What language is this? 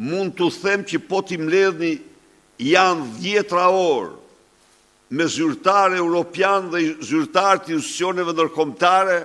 Albanian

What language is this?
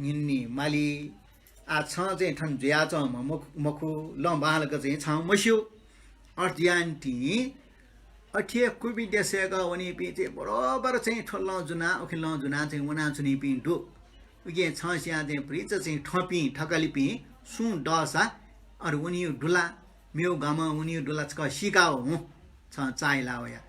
Newari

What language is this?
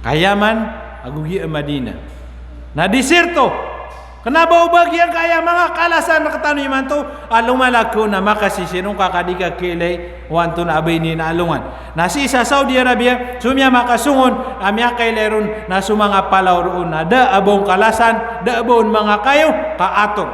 Maranao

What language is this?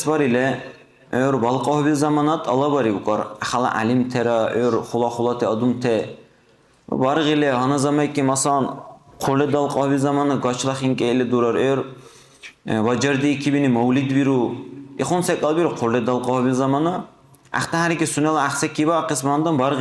Dargwa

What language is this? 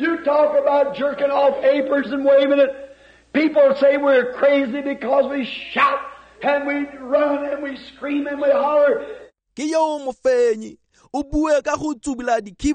Tswana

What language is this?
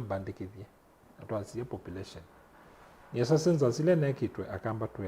Kamba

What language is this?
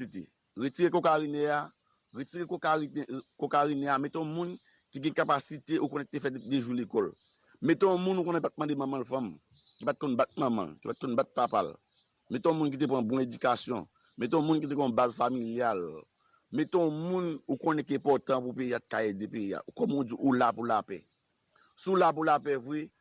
Haitian Creole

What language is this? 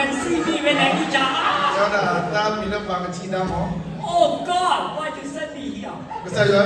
S'gaw Karen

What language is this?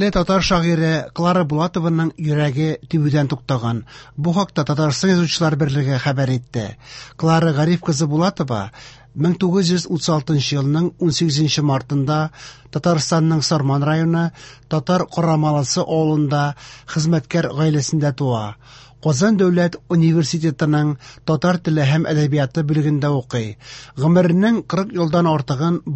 Tatar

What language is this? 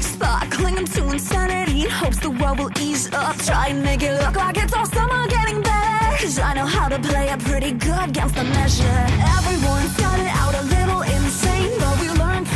English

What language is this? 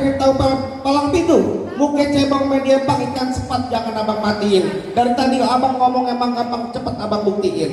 Betawi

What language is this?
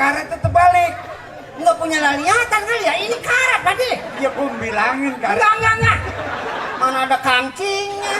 Betawi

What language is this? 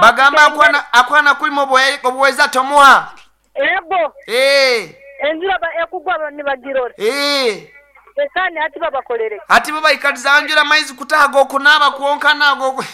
Nyankole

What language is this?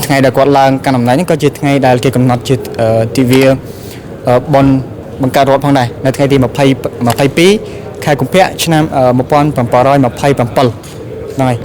Khmer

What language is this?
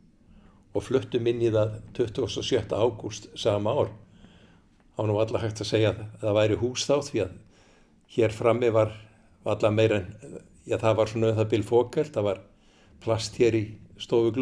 Icelandic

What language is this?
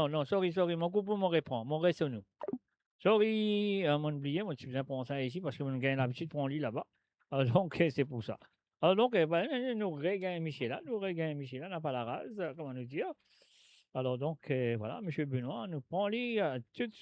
Morisyen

